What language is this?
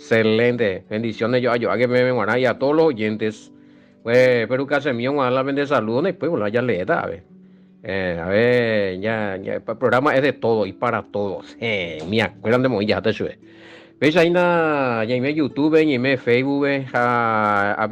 Guarani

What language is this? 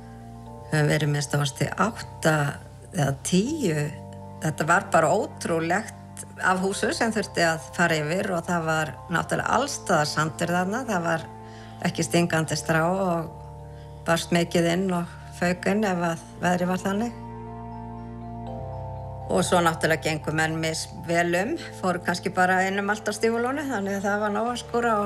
Icelandic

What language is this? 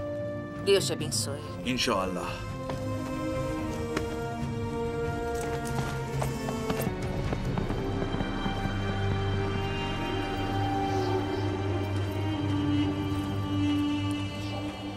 Portuguese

